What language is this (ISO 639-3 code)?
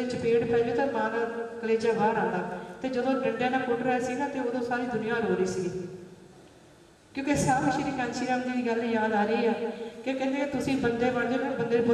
pan